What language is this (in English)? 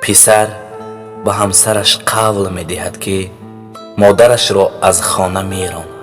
Tajik